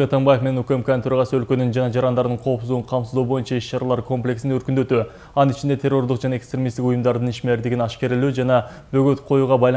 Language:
Kyrgyz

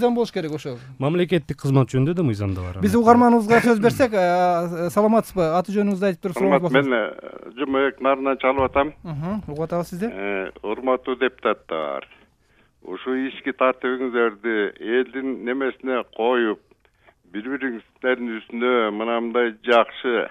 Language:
Kyrgyz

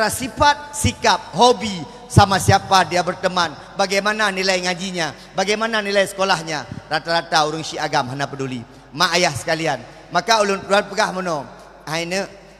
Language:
Achinese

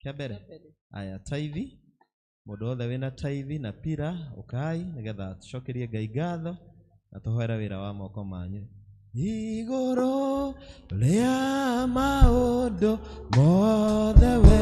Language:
Kikuyu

